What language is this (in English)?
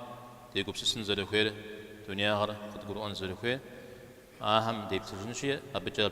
Kabardian